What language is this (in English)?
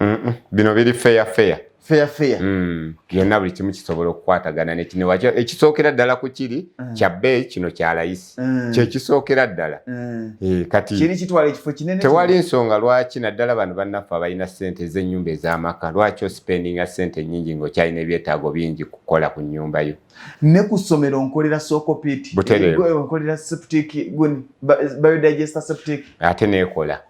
Ganda